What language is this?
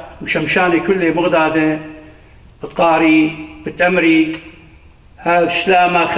Assyrian Neo-Aramaic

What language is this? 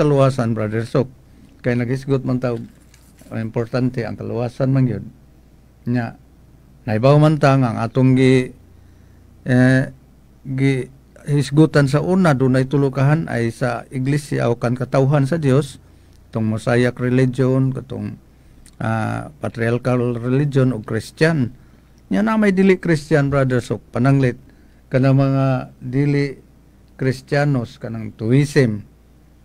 Cebuano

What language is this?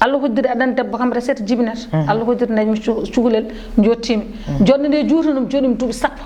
Fula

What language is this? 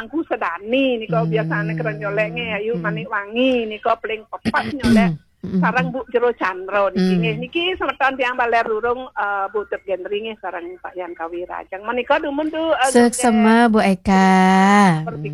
Balinese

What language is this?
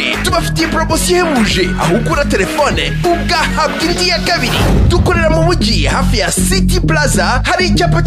Kinyarwanda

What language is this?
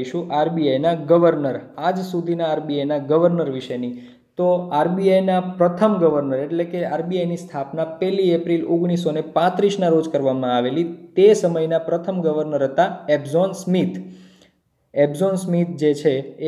Gujarati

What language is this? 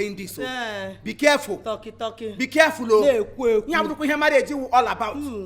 Igbo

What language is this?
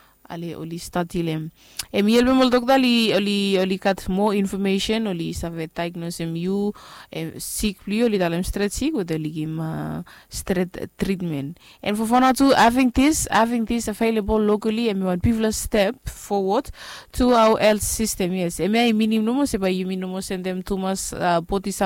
Bislama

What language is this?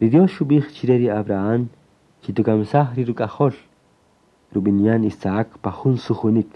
Kaqchikel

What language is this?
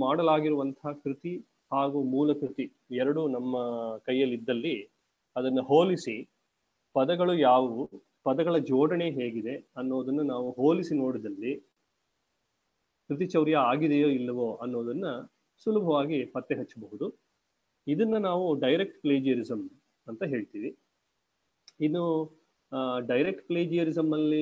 Kannada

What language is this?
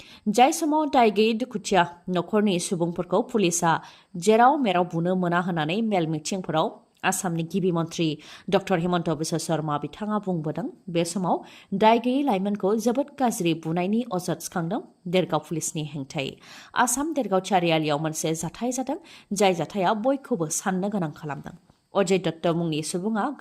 Bodo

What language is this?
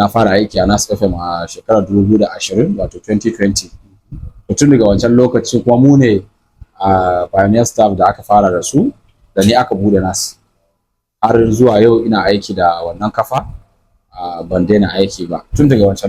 Hausa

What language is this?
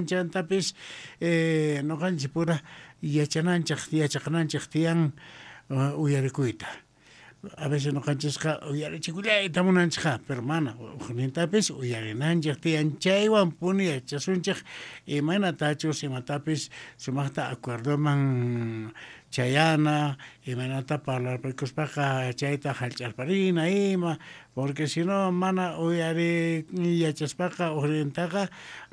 South Bolivian Quechua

